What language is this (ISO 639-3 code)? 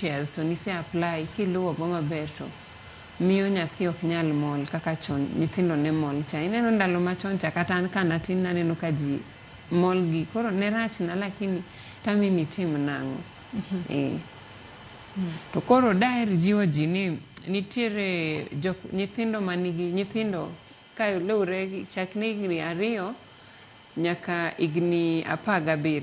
luo